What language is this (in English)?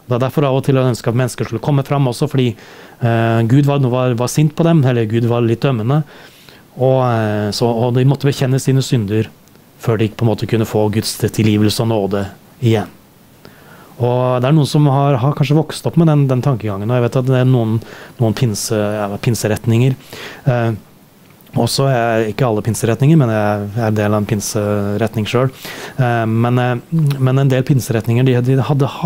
Norwegian